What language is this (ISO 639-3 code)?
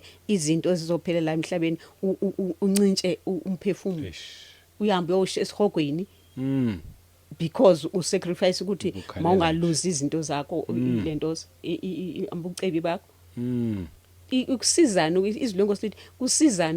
zul